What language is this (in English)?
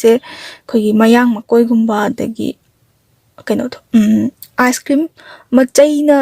Manipuri